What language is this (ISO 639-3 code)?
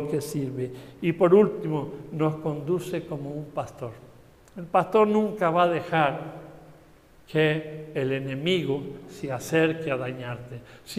spa